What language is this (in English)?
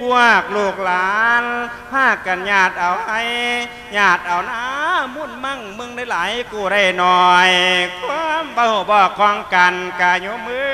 Lao